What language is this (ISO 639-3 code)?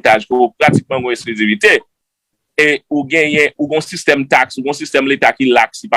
hat